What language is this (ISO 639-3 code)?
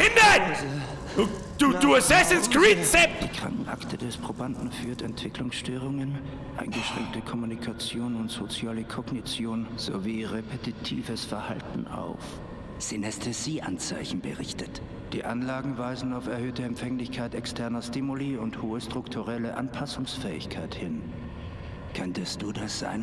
bar